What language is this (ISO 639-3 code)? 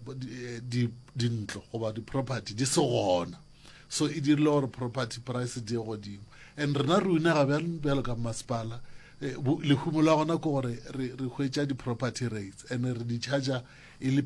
nso